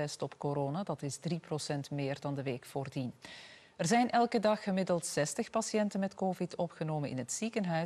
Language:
Dutch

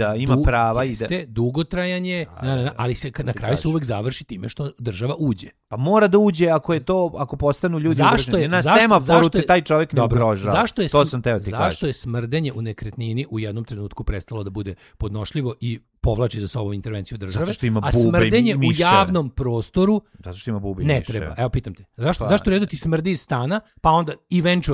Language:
Serbian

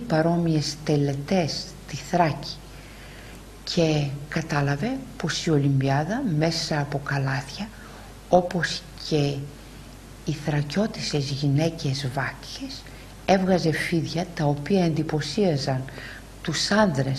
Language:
Greek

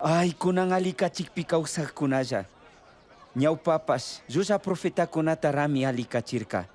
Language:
Chimborazo Highland Quichua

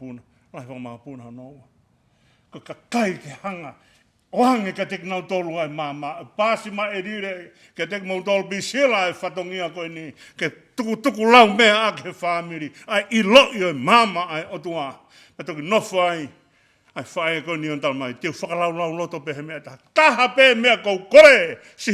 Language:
Tongan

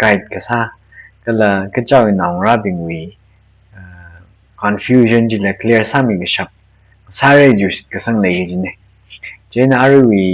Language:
Tangkhul Naga (India)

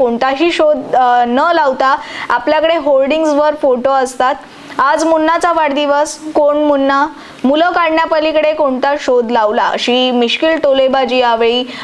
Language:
Marathi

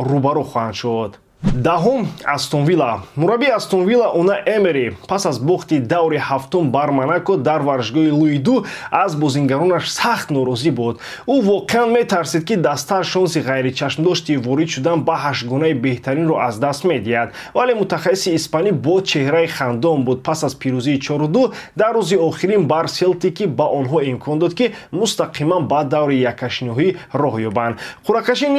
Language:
Tajik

